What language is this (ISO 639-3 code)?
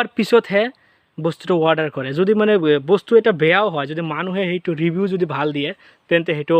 asm